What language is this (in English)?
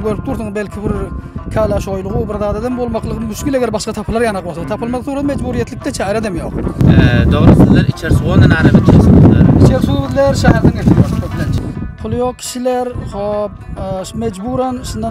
Turkmen